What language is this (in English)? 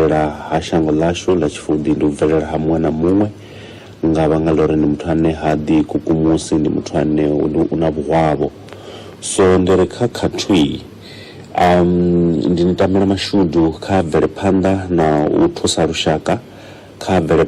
Venda